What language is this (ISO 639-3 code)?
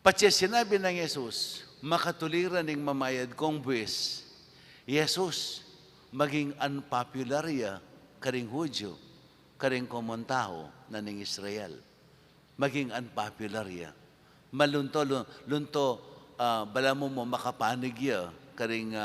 pam